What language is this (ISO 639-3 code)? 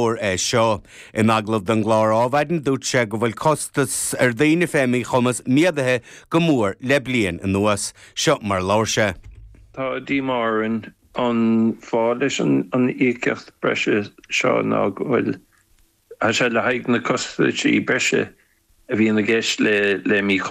gle